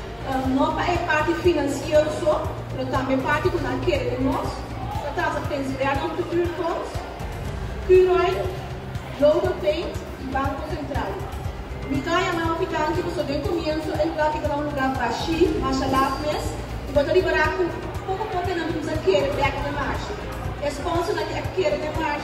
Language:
Papiamento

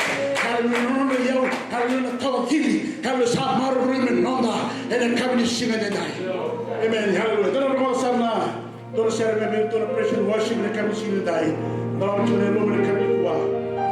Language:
Fijian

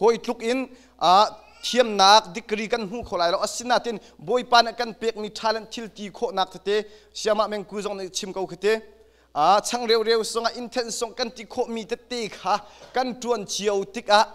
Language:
Hakha Chin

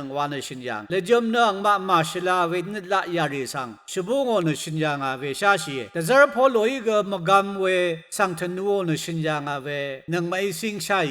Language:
Rawang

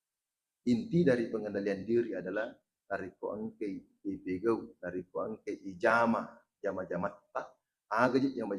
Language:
Buginese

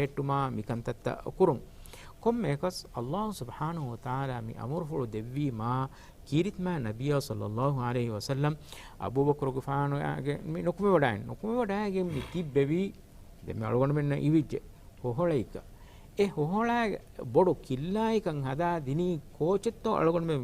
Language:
Divehi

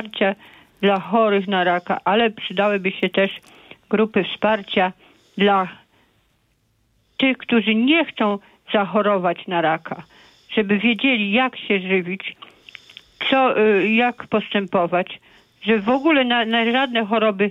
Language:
Polish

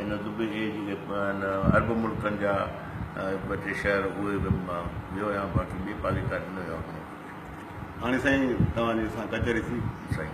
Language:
Sindhi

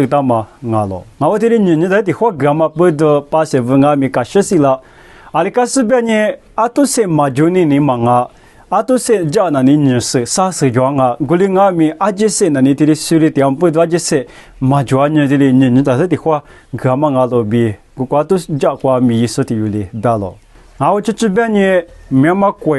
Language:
Lisu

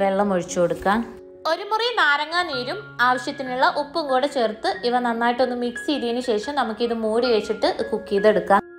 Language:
Malayalam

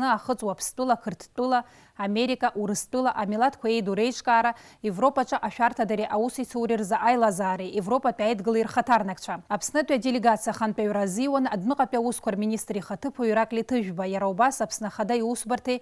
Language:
Abkhazian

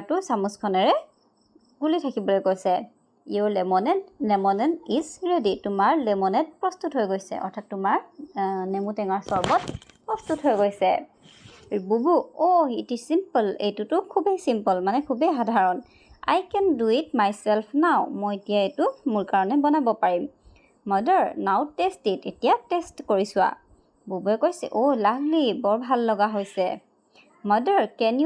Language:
Assamese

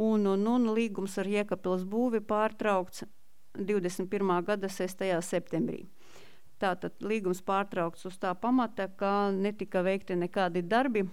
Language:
Latvian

